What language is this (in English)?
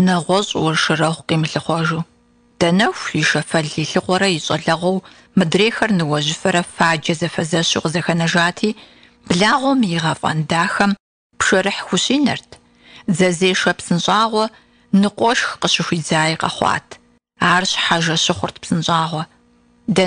Kabardian